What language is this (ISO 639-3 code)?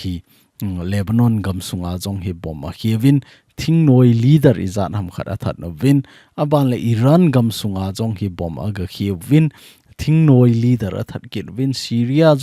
tcz